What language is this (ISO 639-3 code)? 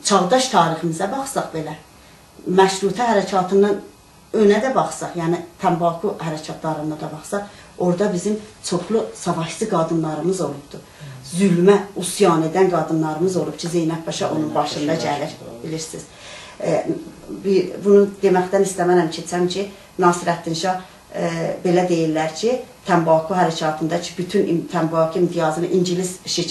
azb